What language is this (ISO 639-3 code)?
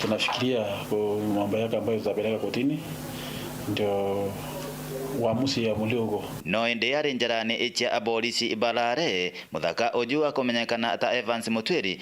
mer